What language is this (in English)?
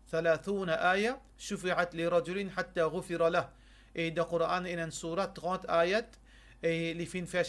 Morisyen